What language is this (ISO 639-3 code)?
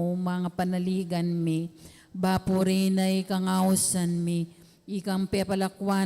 pam